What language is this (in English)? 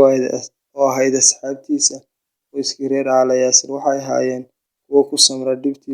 Somali